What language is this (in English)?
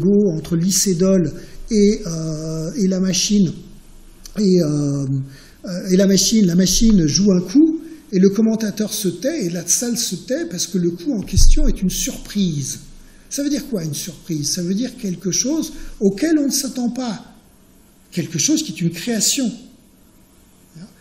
French